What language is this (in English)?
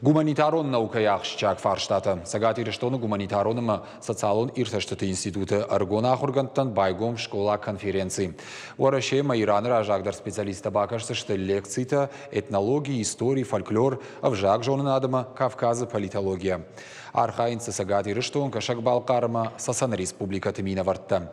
Ossetic